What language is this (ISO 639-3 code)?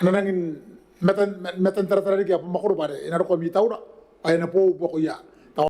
gil